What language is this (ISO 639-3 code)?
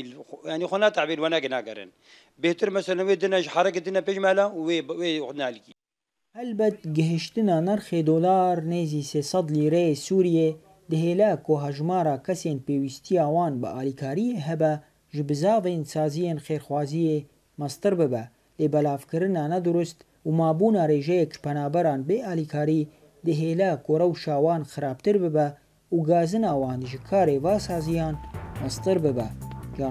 kur